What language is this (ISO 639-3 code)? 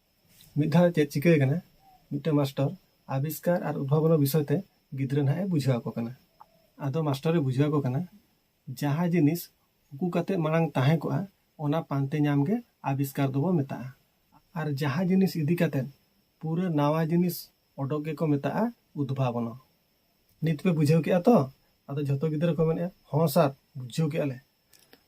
sat